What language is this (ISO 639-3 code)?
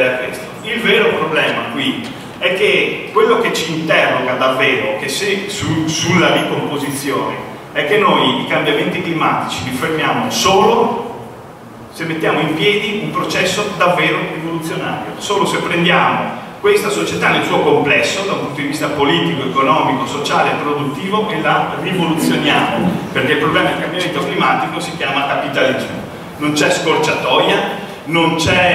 ita